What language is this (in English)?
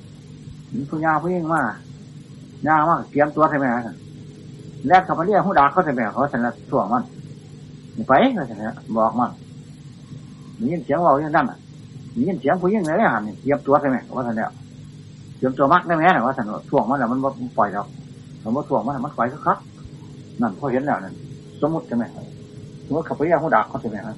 Thai